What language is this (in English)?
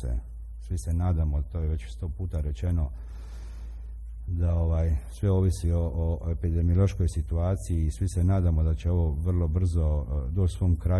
Croatian